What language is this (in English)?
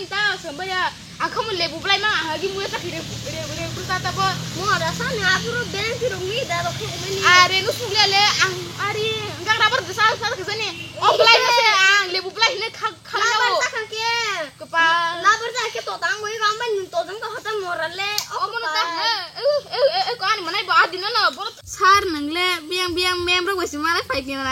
Kok Borok